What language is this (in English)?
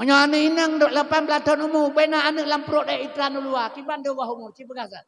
Achinese